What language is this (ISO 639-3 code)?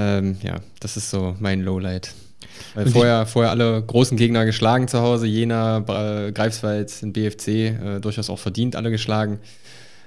deu